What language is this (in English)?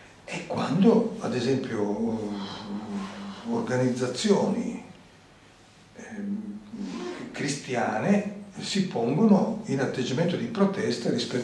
Italian